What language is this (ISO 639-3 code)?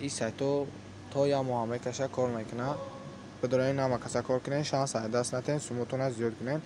tgk